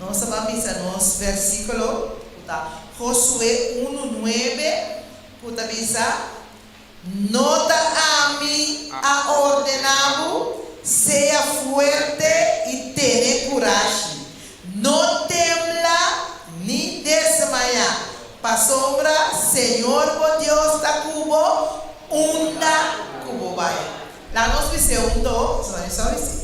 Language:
Papiamento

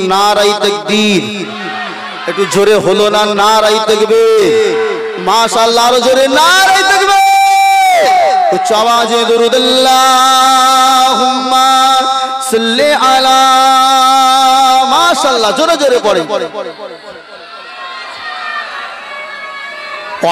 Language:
Bangla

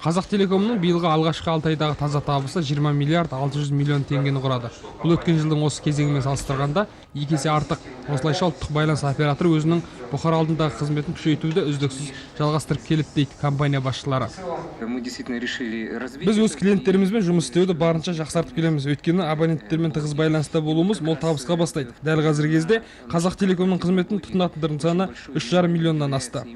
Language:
Kazakh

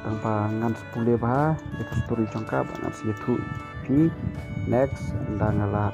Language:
Khasi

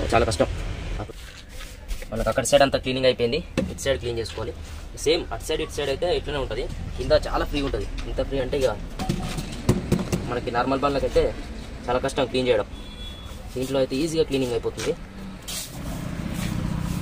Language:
Telugu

